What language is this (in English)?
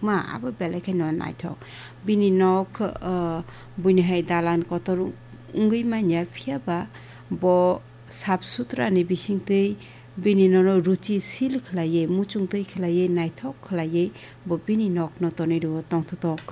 Kok Borok